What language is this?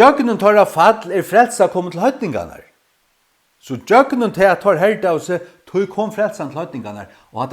Faroese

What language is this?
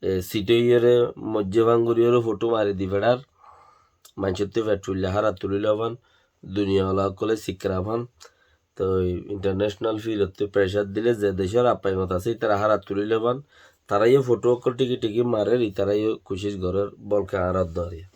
Rohingya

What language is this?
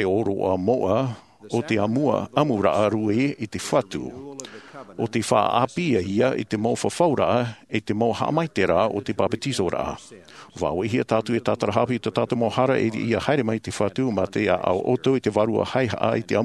Tahitian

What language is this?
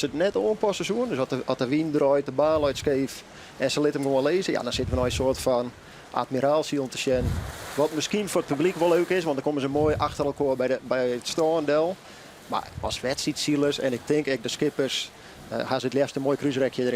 Western Frisian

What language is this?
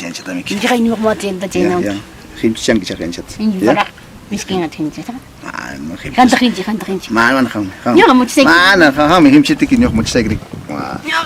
Ayacucho Quechua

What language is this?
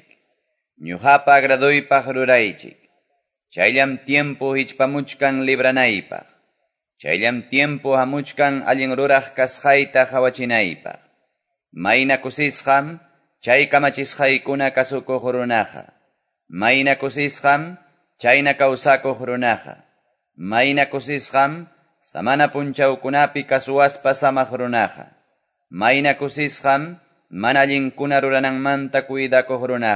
Quechua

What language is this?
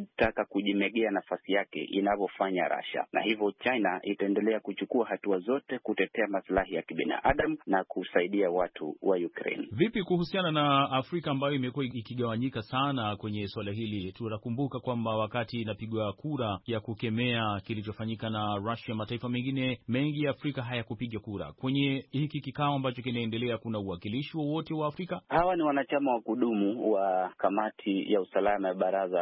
Swahili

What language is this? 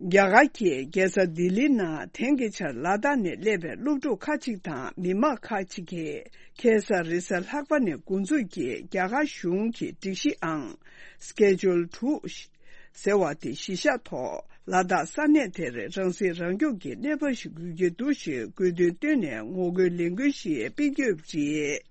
Tibetan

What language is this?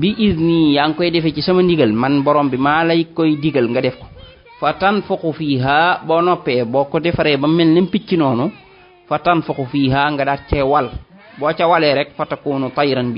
Wolof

